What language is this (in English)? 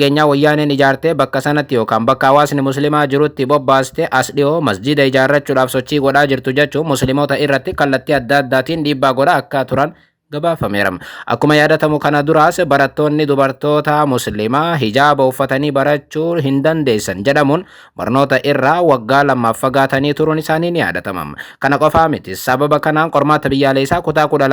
Oromo